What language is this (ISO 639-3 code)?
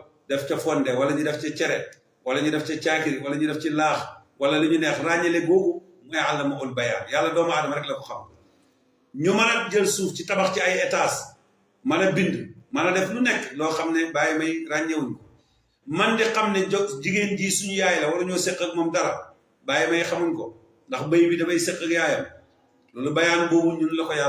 wol